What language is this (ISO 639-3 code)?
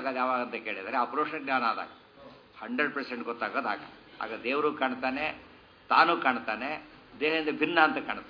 kan